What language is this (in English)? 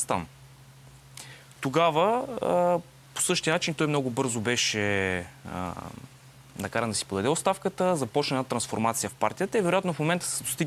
Bulgarian